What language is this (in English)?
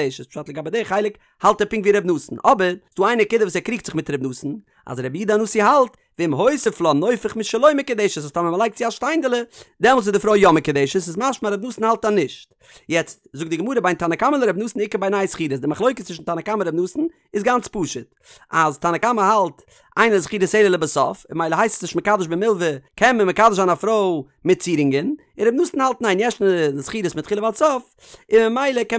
Yiddish